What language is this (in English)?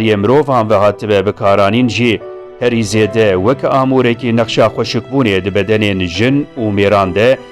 Kurdish